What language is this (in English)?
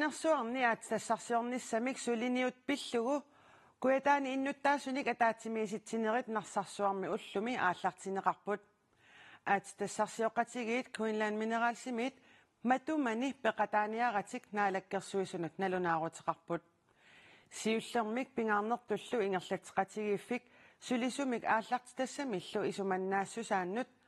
Kalaallisut